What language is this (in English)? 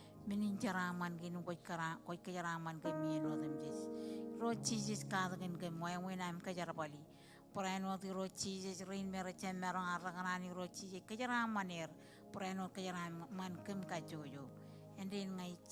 Marshallese